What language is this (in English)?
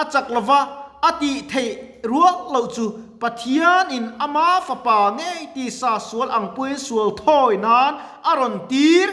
Mizo